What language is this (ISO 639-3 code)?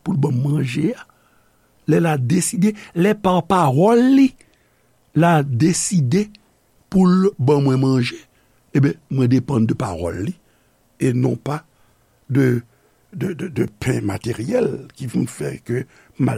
hat